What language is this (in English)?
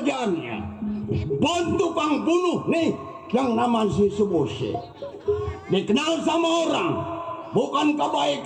Betawi